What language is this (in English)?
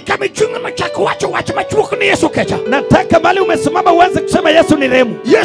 Luo (Kenya and Tanzania)